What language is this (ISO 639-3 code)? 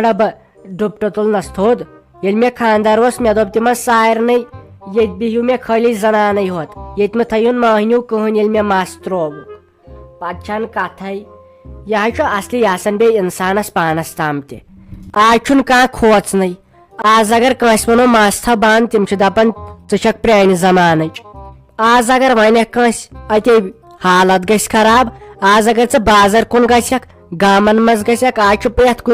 kas